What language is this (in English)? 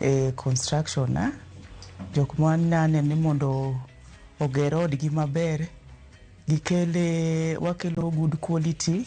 Luo (Kenya and Tanzania)